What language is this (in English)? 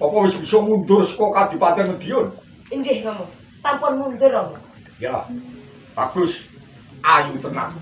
Javanese